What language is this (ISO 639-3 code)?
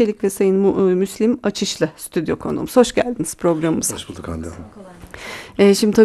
tur